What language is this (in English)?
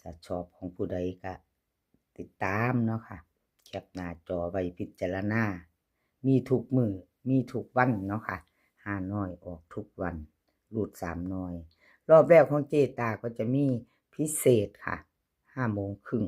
Northeastern Thai